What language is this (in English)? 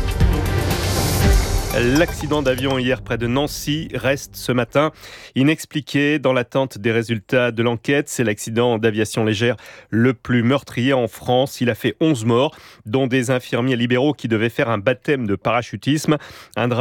French